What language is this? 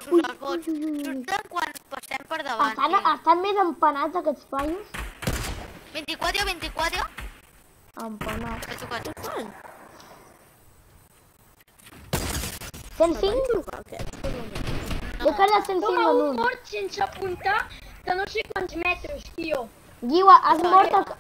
Catalan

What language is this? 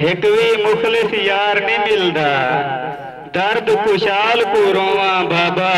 Saraiki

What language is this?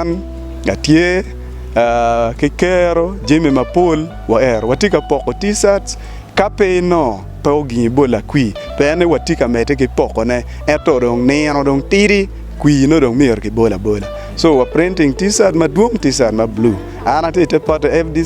Acoli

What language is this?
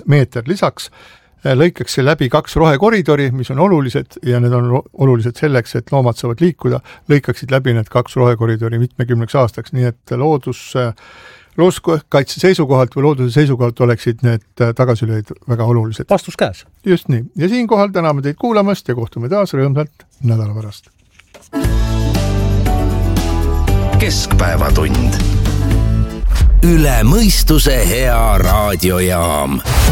Estonian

